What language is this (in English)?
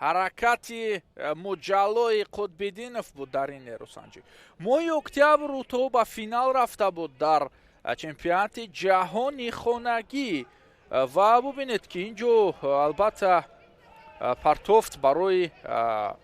Tajik